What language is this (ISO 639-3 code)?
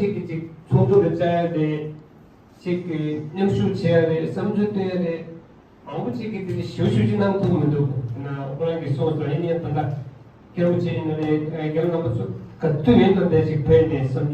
bod